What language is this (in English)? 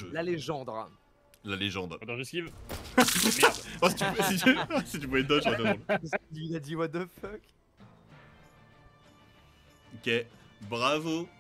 French